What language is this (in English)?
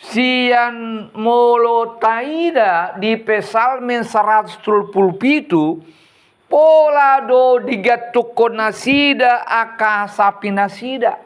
Batak Toba